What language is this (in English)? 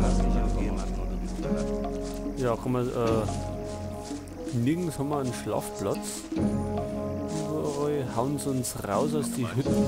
Bavarian